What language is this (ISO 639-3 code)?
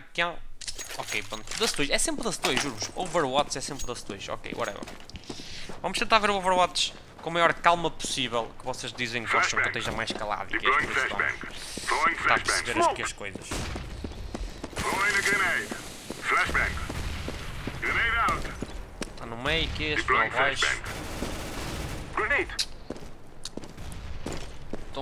por